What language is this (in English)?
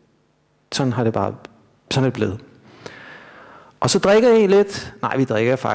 Danish